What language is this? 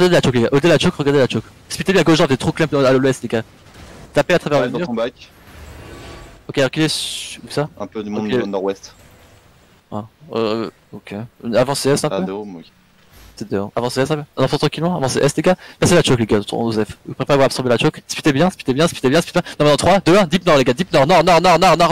French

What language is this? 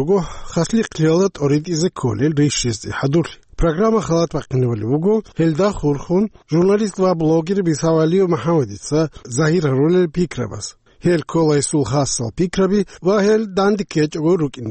Avaric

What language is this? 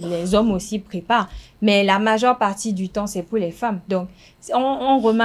French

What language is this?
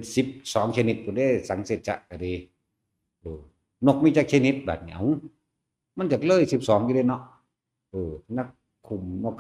Northeastern Thai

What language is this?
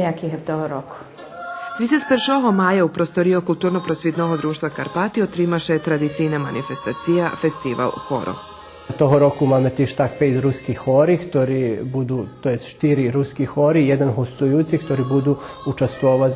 Rusyn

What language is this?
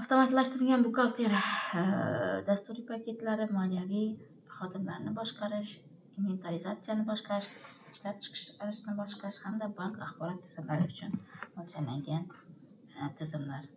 Uzbek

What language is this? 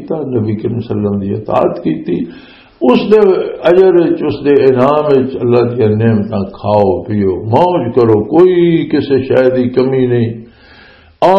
Western Panjabi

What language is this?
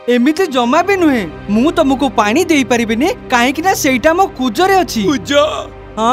Odia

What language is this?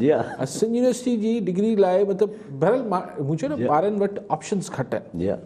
Sindhi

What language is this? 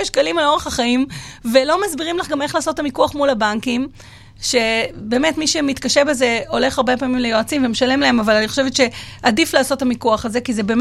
Hebrew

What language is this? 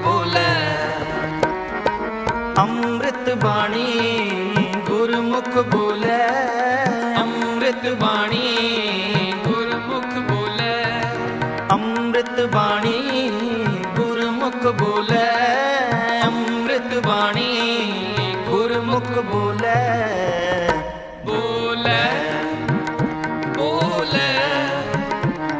Punjabi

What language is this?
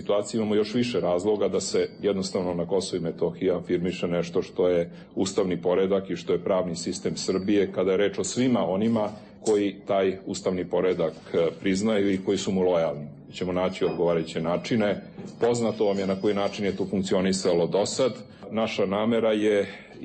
Serbian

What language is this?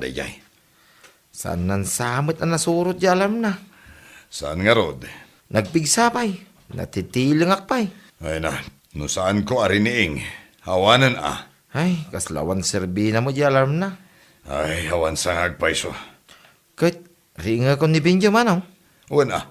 Iloko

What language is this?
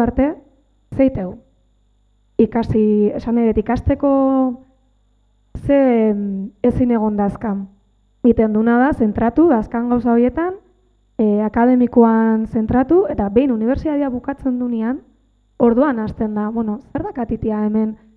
Basque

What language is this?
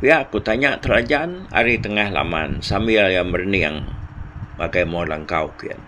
Iban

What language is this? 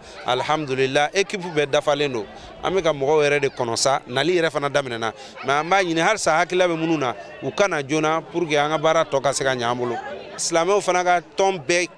Bambara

